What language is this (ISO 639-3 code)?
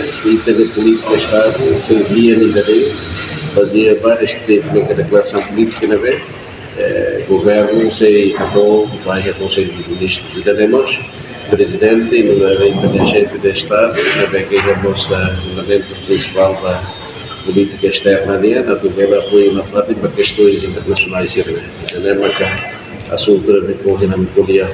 tet